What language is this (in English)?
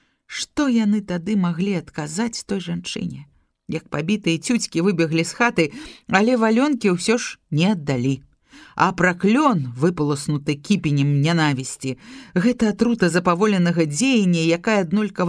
Belarusian